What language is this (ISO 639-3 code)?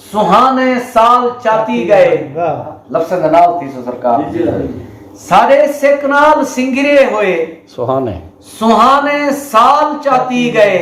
skr